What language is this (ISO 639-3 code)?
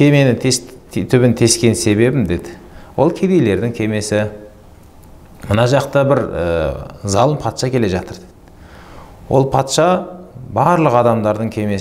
kaz